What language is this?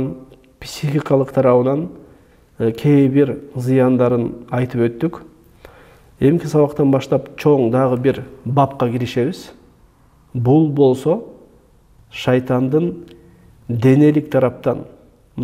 Kyrgyz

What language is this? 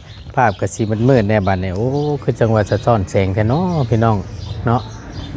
Lao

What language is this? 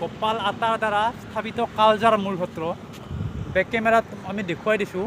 Assamese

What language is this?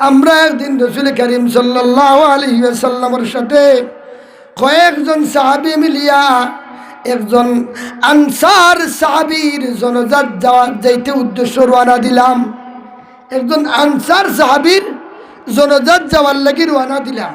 Sylheti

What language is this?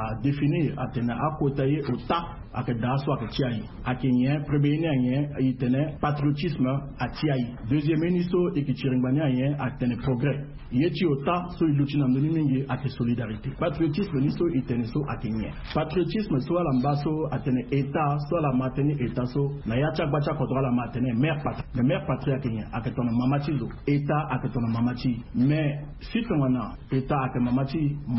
Sango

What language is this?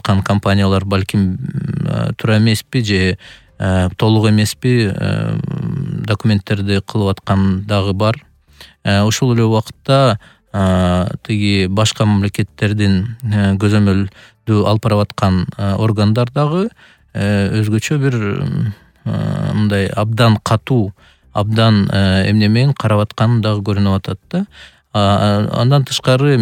Kyrgyz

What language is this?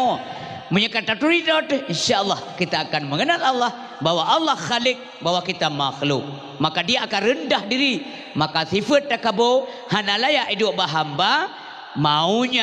Achinese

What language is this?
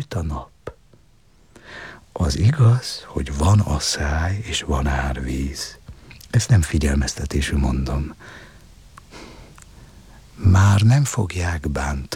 Hungarian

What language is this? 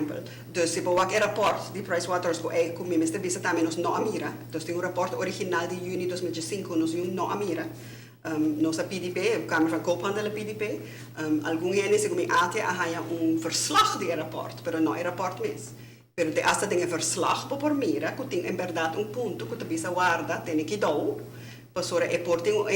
Papiamento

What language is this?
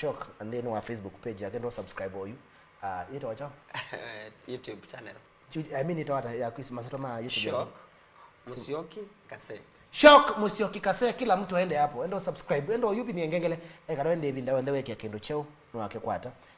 Kamba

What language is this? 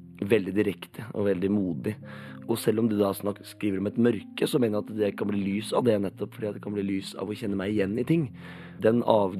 Norwegian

